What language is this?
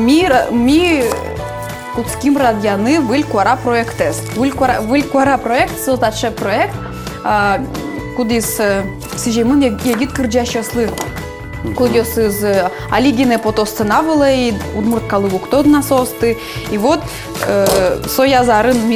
Udmurt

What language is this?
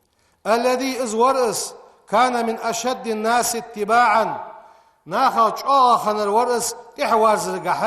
Ingush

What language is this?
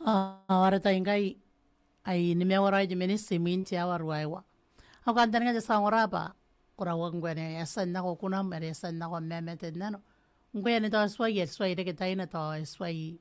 Gilbertese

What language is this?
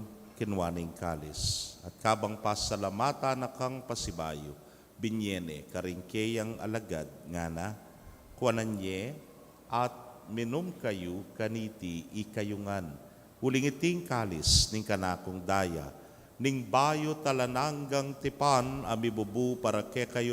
Pampanga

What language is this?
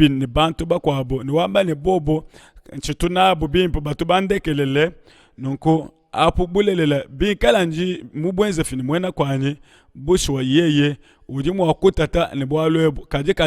Luba-Lulua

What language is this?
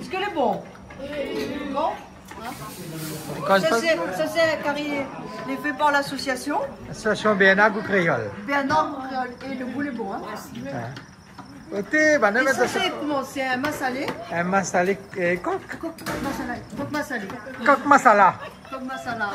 Réunion Creole French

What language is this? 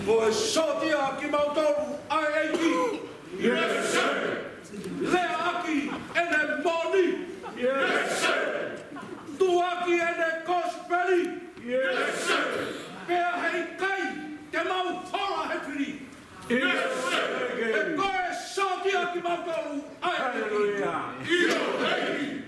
Tongan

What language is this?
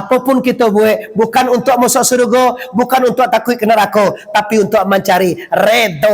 Minangkabau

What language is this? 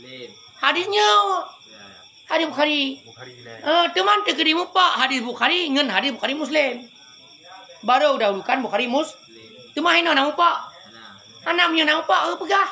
Achinese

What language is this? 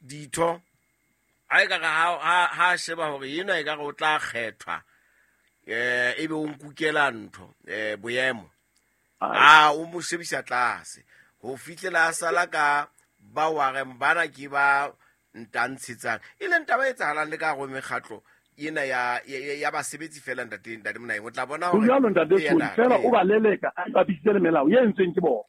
Southern Sotho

